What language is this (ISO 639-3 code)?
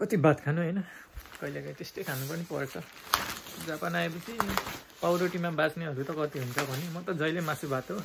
nep